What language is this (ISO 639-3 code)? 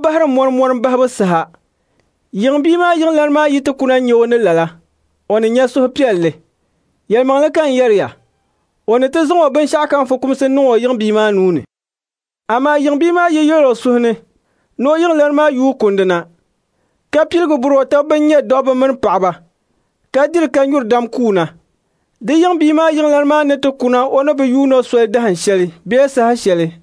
dag